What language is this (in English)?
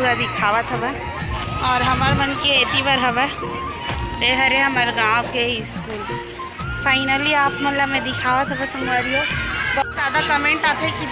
Chhattisgarhi